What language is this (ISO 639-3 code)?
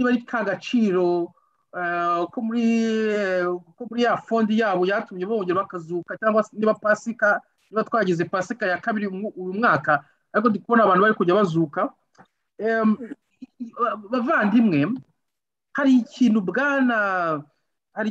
kin